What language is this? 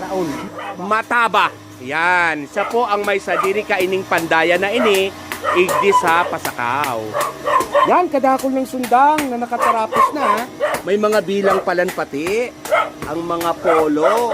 Bikol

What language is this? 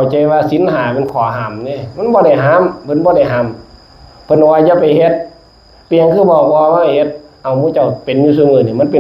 Northeastern Thai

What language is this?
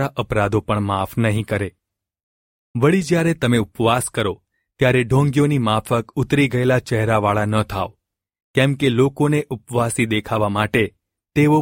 Gujarati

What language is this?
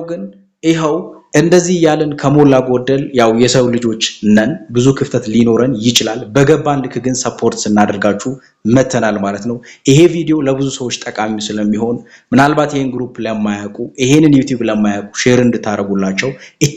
Amharic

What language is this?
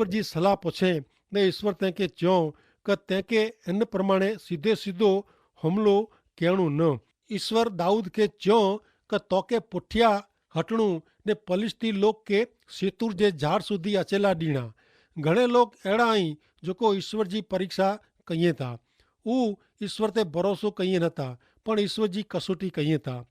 Kachhi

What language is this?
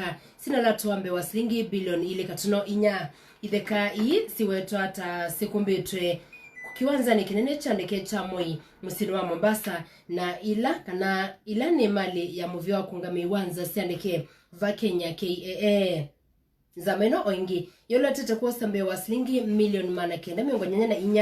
Kamba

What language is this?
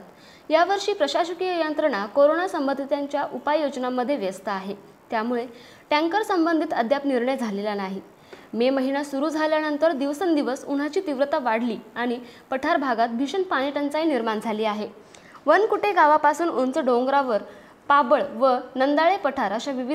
Marathi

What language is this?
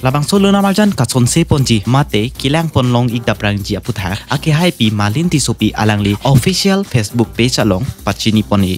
Karbi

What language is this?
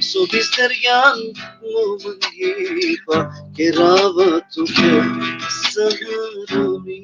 Balkan Romani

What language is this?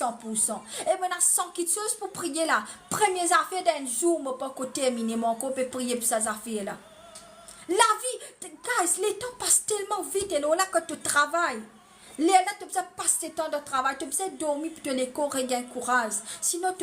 Morisyen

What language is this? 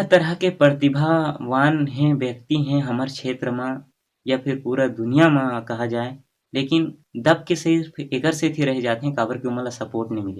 Chhattisgarhi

